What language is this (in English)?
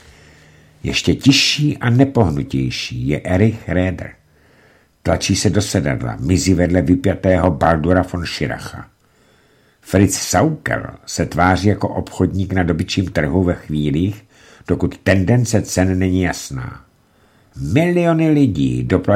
Czech